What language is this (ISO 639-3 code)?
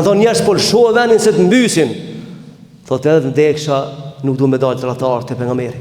sqi